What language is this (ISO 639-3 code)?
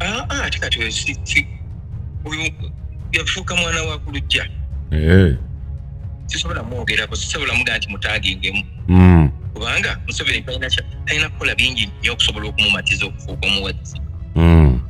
lug